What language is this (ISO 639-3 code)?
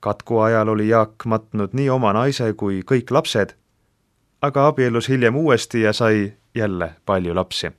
est